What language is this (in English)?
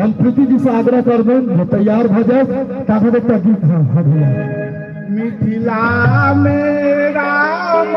Maithili